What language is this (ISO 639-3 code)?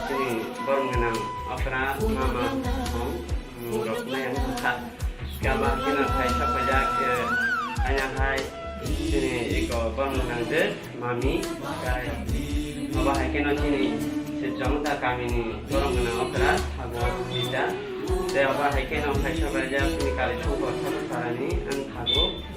trp